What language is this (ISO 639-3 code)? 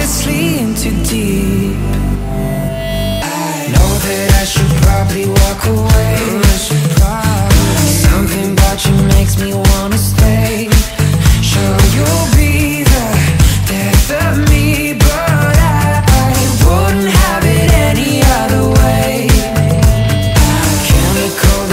eng